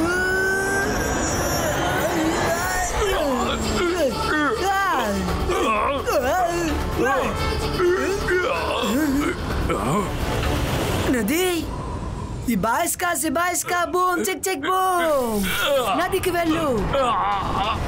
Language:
Telugu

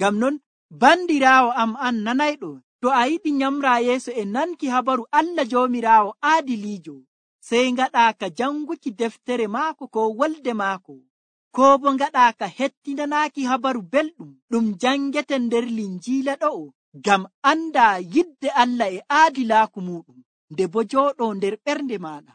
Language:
Nigerian Fulfulde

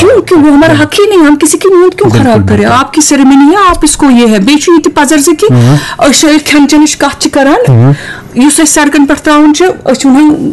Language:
Kashmiri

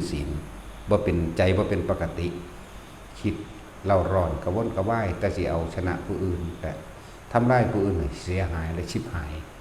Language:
Northeastern Thai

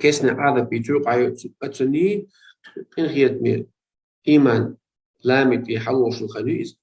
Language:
Chechen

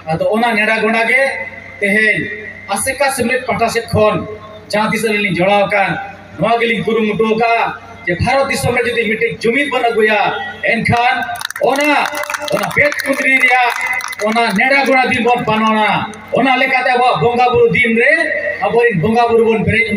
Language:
Santali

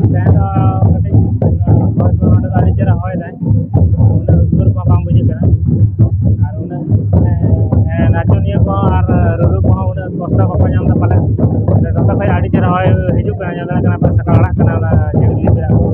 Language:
Santali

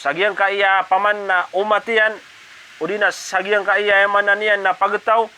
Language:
Maranao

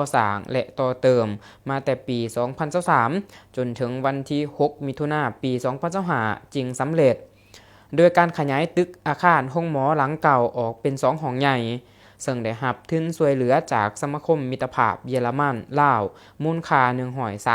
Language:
Lao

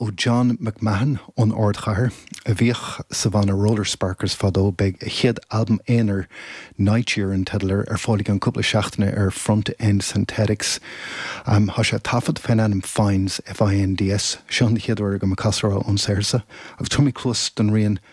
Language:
Irish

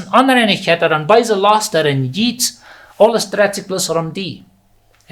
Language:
Plautdietsch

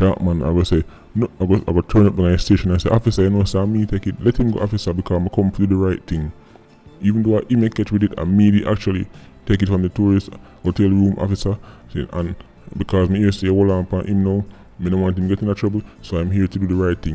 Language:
Jamaican Creole English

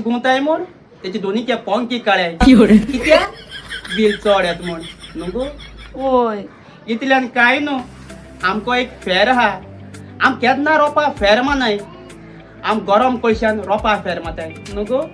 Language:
Konkani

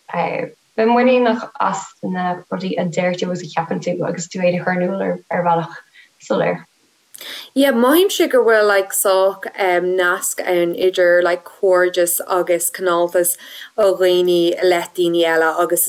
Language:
Irish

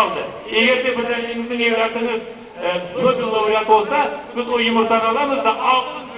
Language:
Crimean Tatar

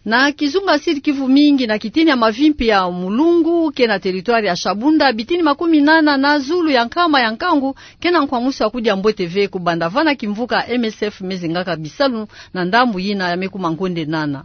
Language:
Kituba (Democratic Republic of Congo)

